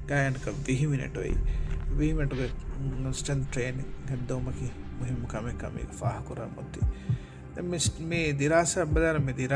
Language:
Divehi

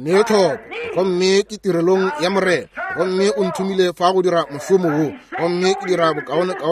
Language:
Northern Sotho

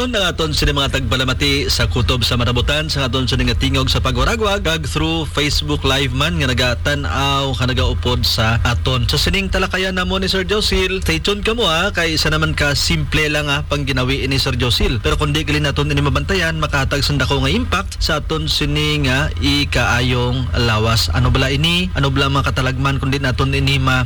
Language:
Hiligaynon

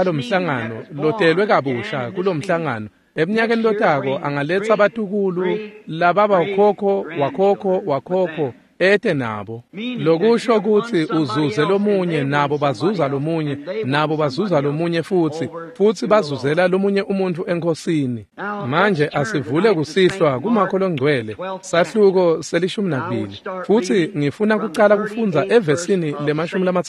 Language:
Swati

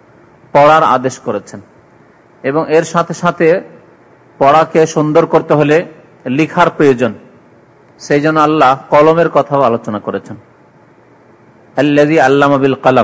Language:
Bangla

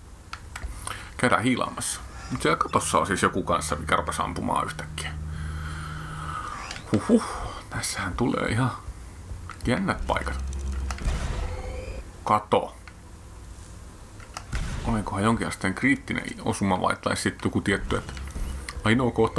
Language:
Finnish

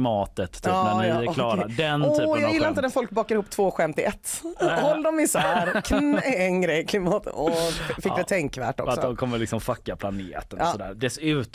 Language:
Swedish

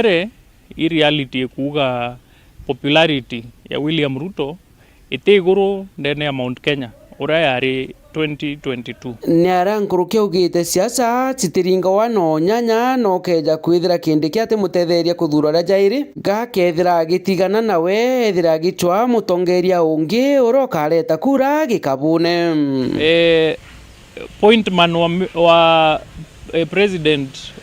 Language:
Meru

